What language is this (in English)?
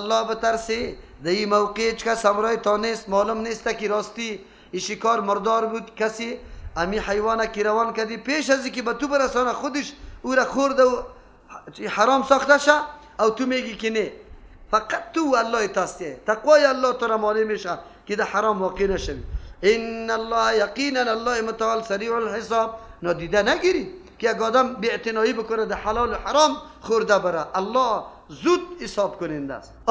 Persian